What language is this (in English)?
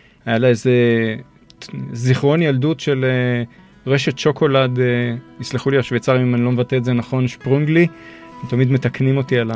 Hebrew